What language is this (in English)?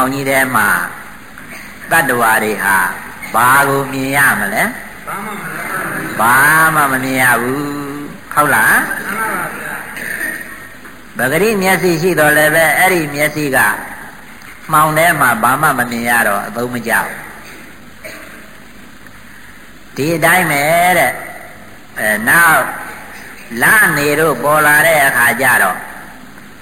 Burmese